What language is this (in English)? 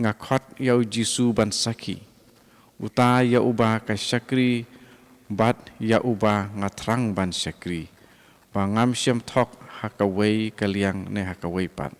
Khasi